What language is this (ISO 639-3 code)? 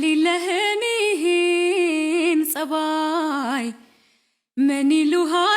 amh